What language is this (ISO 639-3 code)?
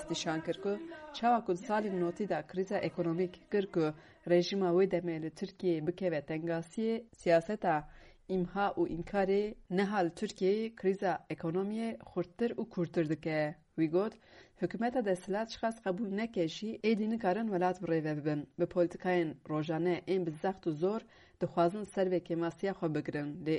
kur